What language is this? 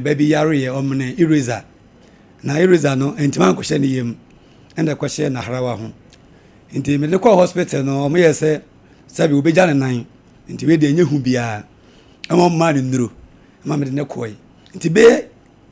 Akan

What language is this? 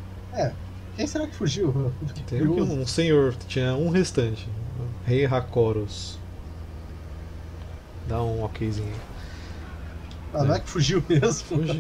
Portuguese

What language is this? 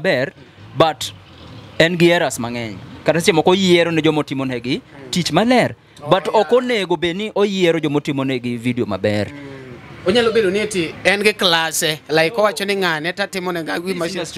Luo (Kenya and Tanzania)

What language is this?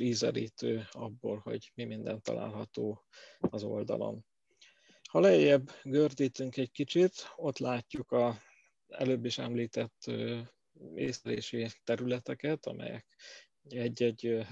Hungarian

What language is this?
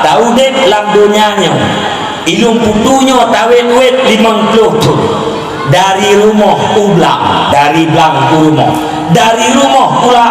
Achinese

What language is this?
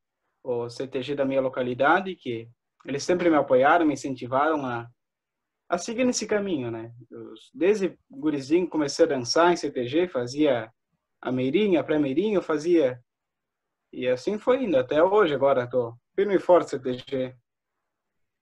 Portuguese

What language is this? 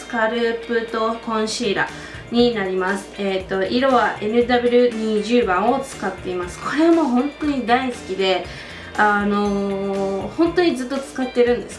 Japanese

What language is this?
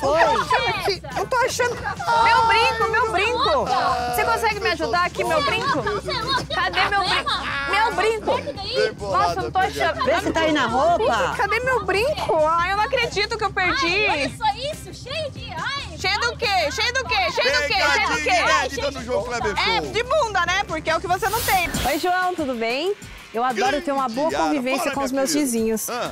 Portuguese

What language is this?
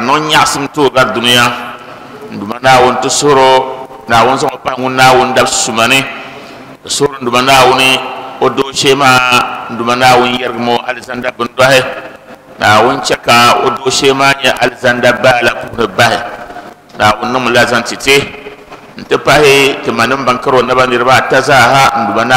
Dagbani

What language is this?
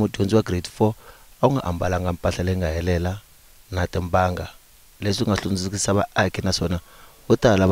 Tsonga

